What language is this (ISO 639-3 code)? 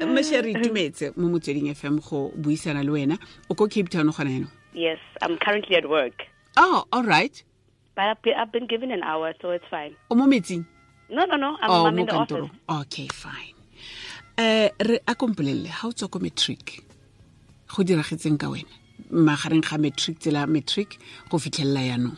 tsn